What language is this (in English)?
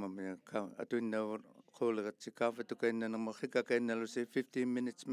Inuktitut